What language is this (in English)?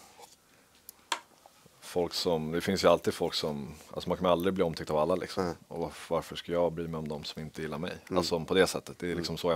Swedish